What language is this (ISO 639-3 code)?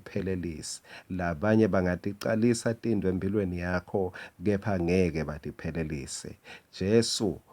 ssw